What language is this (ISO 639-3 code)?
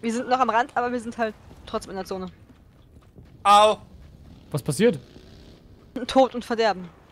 deu